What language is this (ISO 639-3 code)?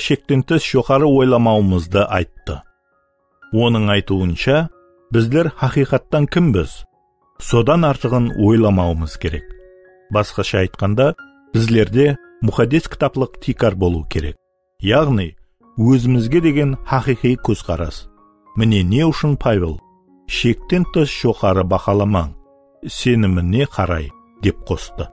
kaa